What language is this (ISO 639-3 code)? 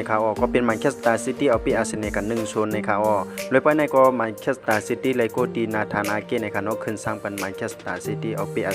shn